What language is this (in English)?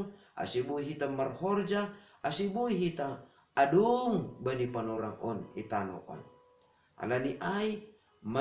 Batak Simalungun